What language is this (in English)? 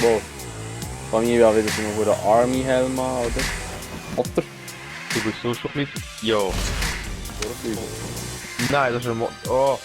Swiss German